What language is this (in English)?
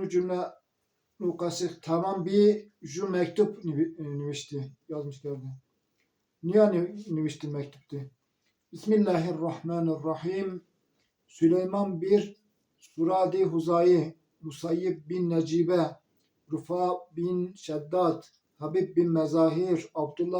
Zaza